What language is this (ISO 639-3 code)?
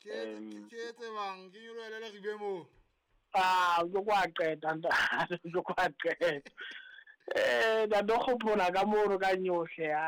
sot